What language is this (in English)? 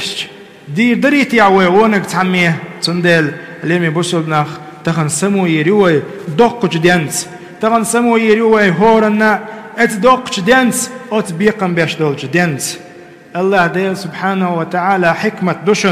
Chechen